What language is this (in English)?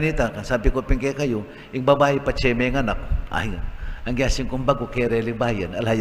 Pampanga